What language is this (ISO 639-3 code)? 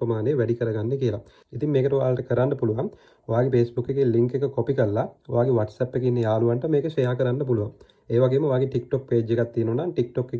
sin